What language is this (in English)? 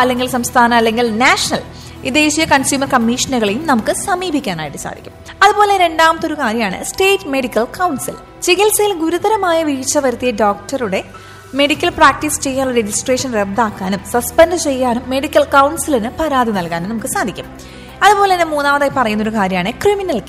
Malayalam